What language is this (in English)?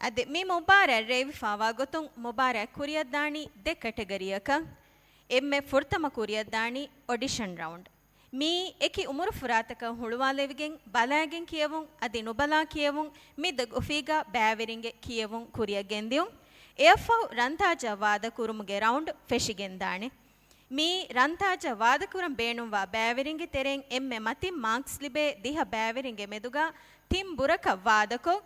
Divehi